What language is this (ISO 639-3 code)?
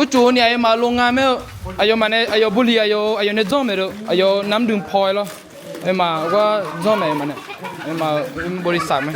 ahk